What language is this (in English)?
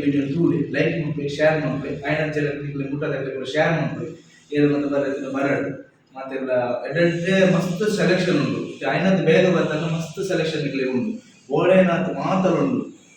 Tulu